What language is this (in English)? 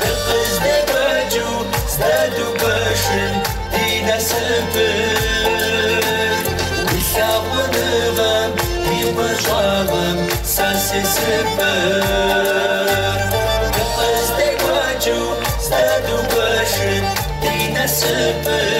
Kabardian